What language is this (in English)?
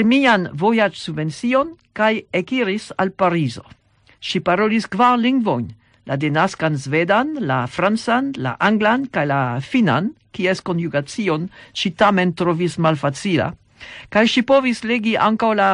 Esperanto